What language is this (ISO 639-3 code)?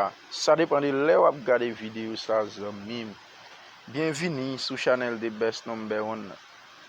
hat